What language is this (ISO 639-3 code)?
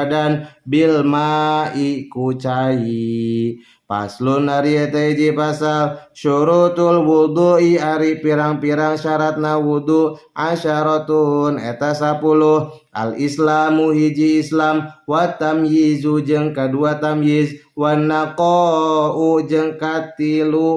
sun